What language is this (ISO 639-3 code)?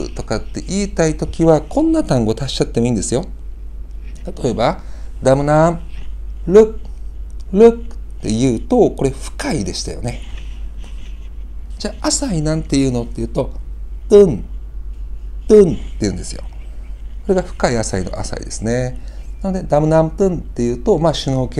jpn